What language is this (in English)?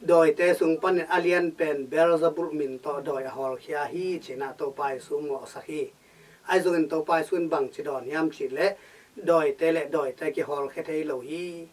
Tedim Chin